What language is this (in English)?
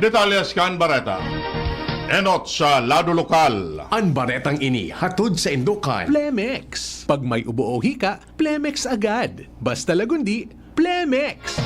Bikol